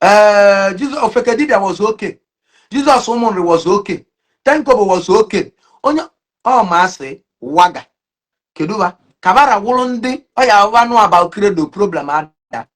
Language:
Igbo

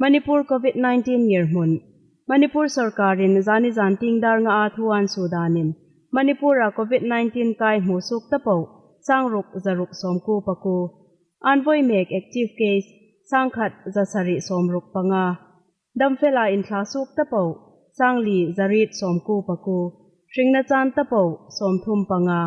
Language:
Hmar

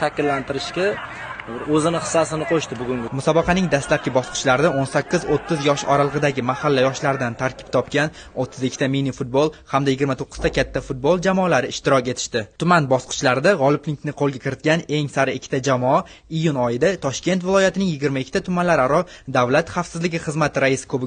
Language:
Uzbek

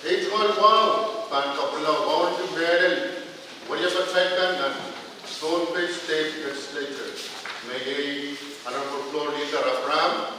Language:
Pohnpeian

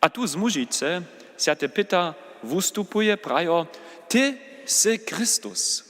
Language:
Upper Sorbian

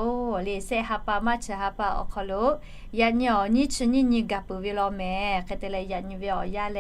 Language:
Lahu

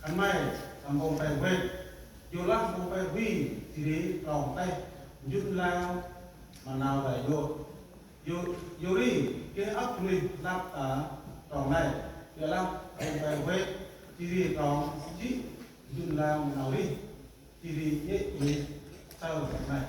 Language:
Central Mnong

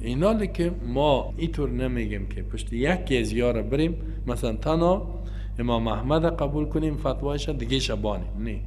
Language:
Persian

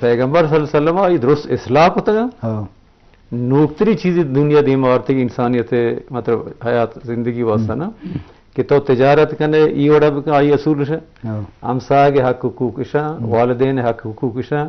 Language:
Eastern Balochi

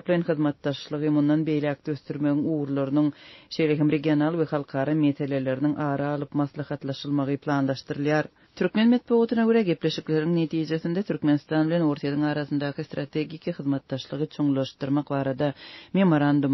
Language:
Turkmen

